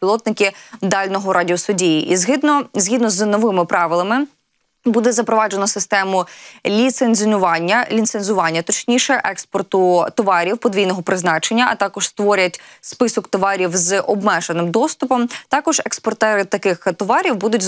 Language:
Ukrainian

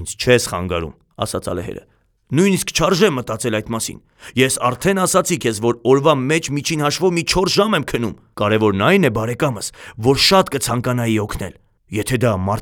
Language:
Armenian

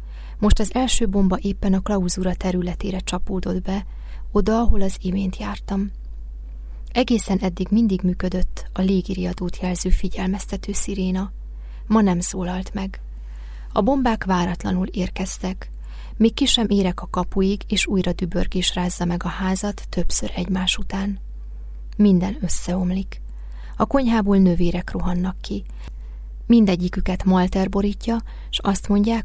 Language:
Hungarian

